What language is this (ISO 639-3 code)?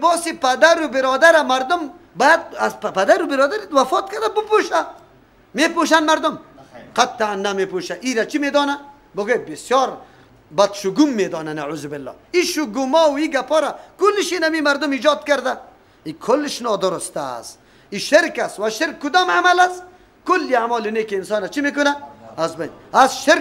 fas